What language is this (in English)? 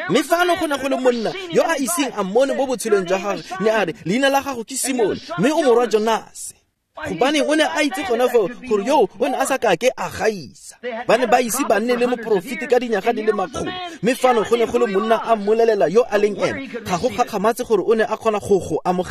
Tswana